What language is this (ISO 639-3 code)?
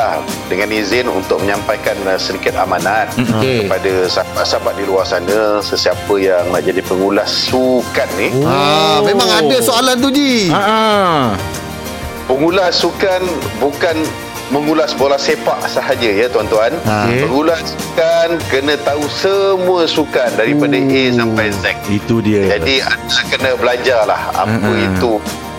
msa